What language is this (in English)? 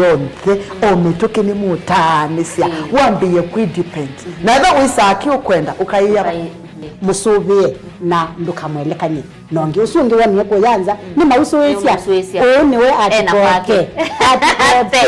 Kamba